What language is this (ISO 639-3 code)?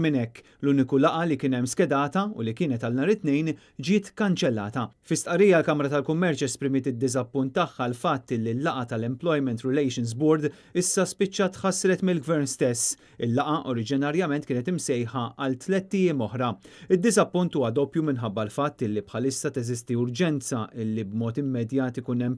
mlt